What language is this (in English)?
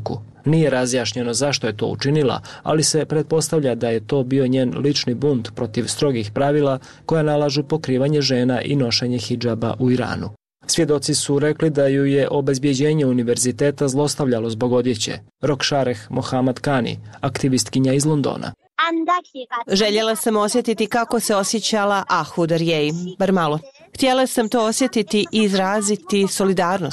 Bosnian